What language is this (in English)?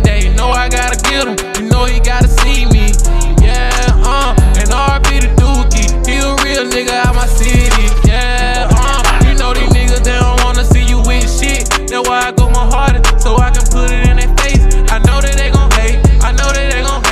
English